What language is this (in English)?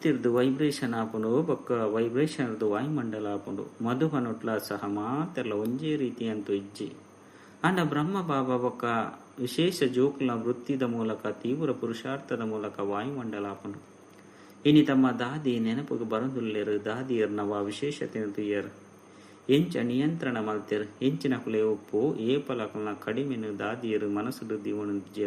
Tulu